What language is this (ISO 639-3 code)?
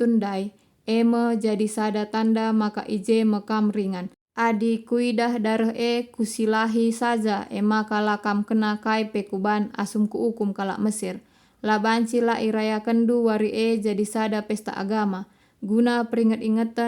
btx